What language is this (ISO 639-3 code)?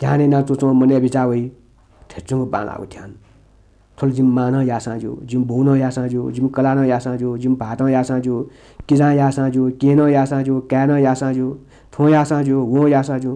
new